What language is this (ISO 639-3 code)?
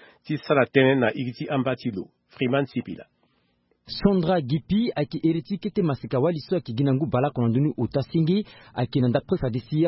sag